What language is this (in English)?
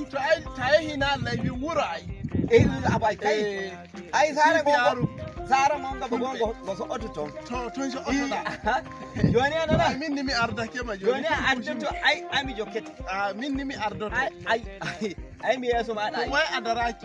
Nigerian Fulfulde